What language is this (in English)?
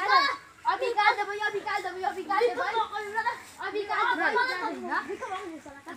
Bhojpuri